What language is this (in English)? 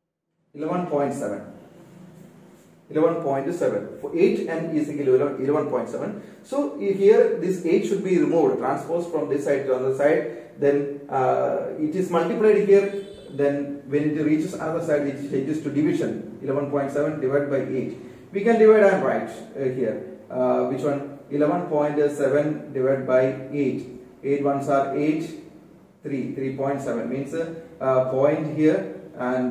English